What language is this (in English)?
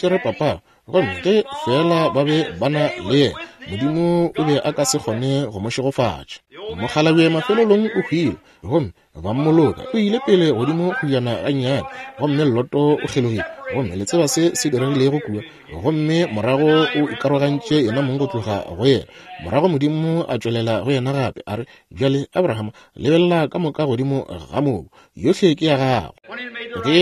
Northern Sotho